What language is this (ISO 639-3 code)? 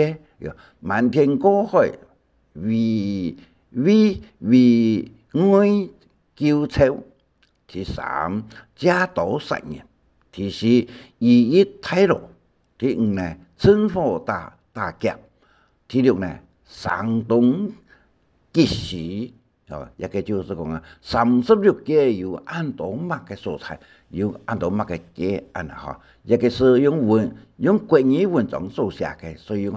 hak